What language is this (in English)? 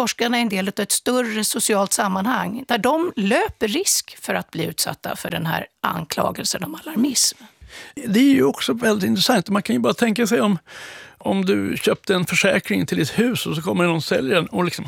Swedish